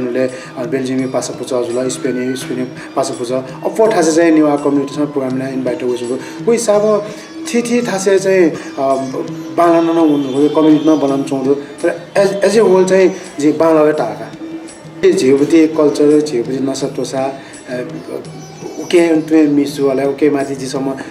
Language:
Newari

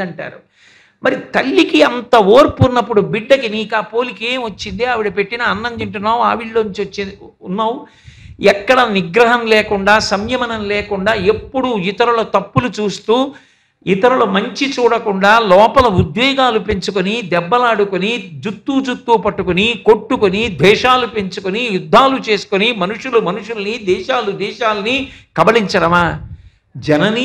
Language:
Telugu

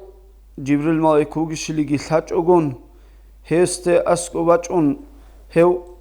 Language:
Avaric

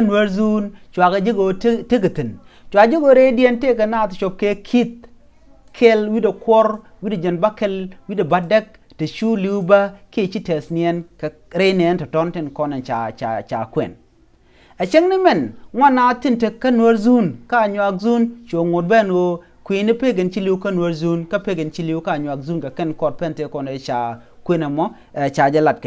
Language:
Nuer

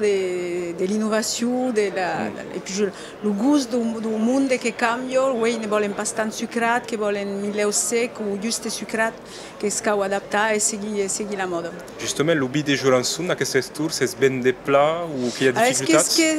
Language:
Occitan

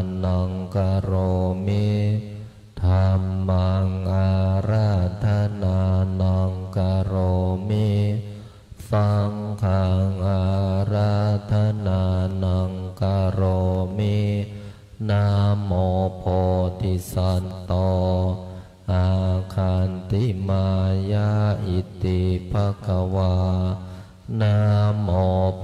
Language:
Pali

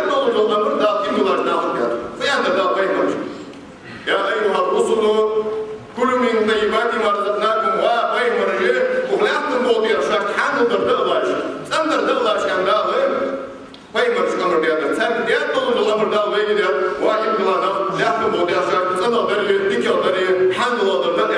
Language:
Ingush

